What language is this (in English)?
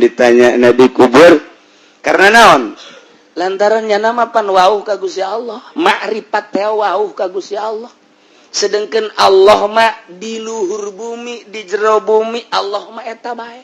Sundanese